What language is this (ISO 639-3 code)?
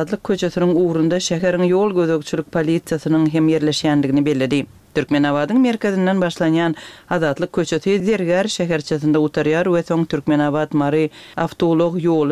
tuk